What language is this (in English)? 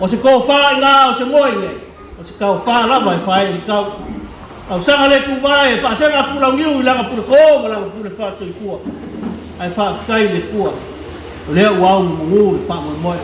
Samoan